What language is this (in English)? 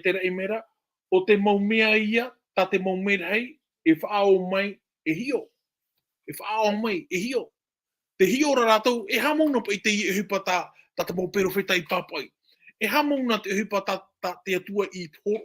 Tahitian